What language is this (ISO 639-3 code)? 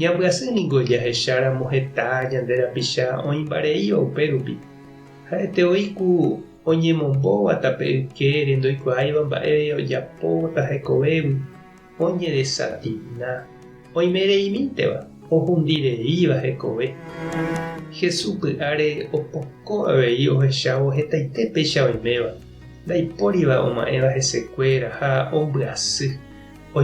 grn